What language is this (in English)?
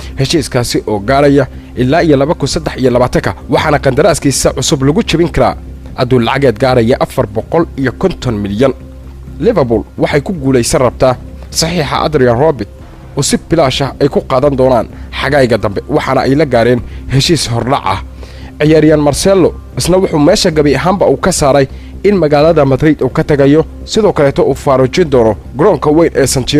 Somali